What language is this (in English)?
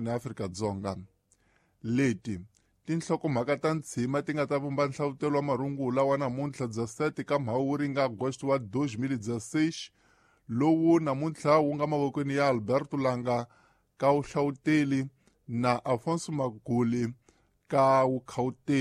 Tsonga